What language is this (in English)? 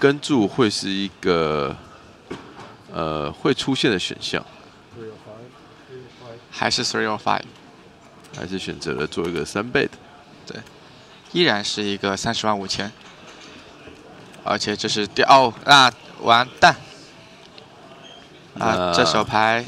Chinese